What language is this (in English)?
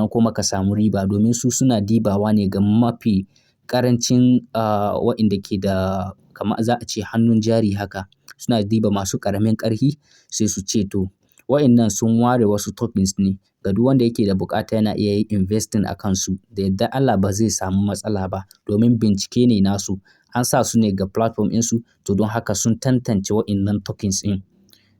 Hausa